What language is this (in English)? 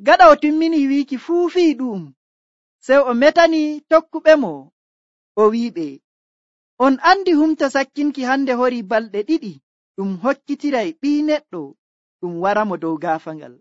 Nigerian Fulfulde